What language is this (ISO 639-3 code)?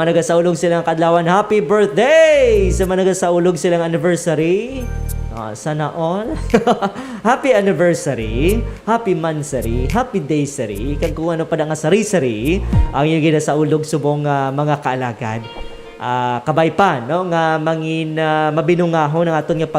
hil